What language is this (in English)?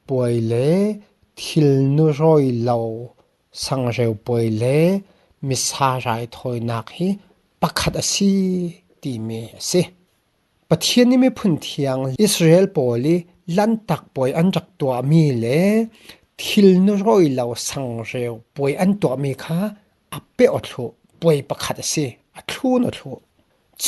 Falam Chin